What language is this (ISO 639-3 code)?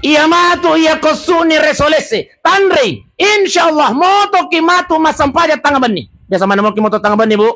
bug